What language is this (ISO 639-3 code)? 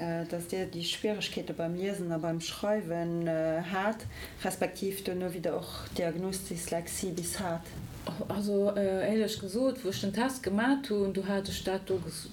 ltz